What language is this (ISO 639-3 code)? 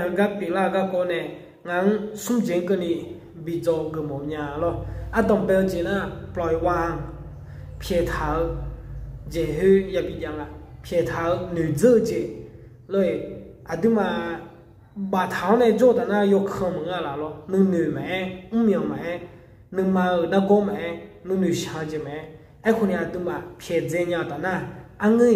ahk